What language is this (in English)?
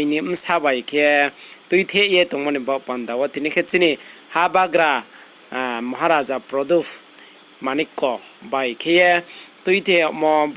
Riang (India)